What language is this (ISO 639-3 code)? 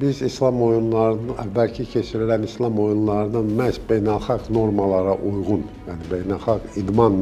aze